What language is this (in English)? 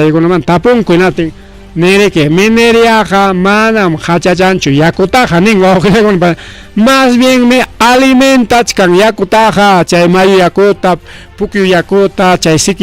Ayacucho Quechua